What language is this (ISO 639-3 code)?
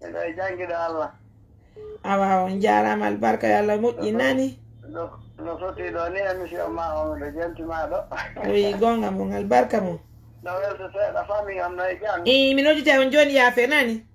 ful